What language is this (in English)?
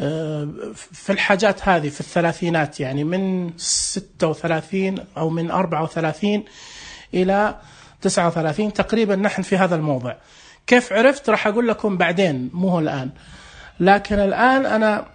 Najdi Arabic